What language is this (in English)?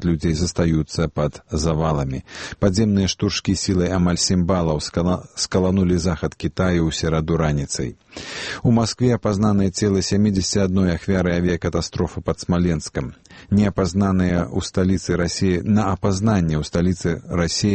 Belarusian